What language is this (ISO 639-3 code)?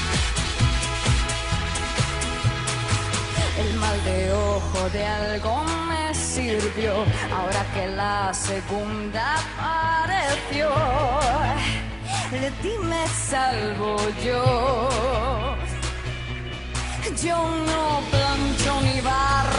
spa